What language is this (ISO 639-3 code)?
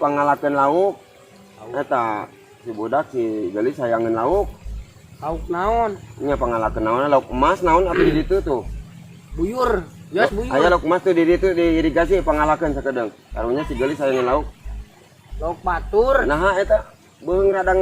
sun